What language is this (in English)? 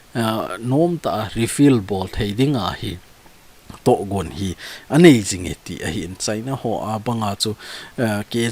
Thado Chin